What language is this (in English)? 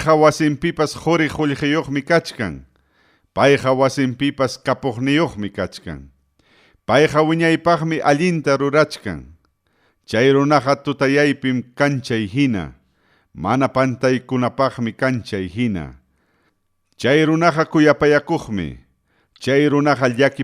Ayacucho Quechua